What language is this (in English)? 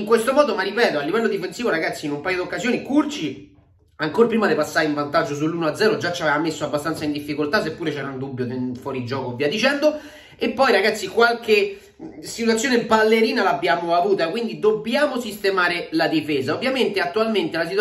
Italian